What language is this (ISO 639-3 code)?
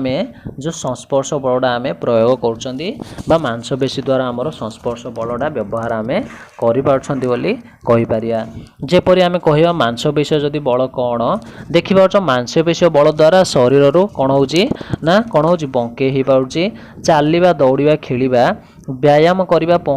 ori